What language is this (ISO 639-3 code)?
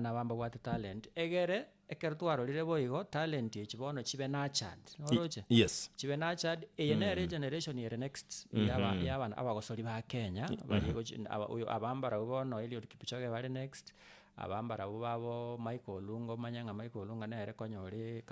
guz